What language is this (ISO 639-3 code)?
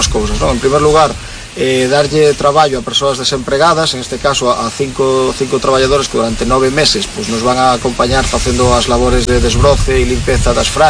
glg